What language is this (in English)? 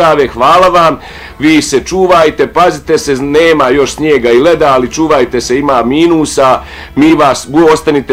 Bosnian